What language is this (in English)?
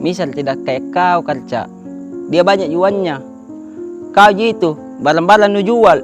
Makassar Malay